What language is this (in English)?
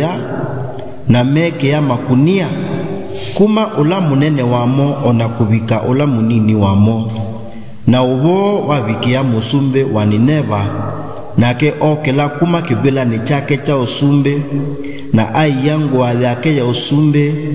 Kamba